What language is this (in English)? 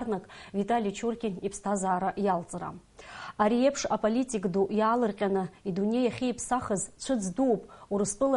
Abkhazian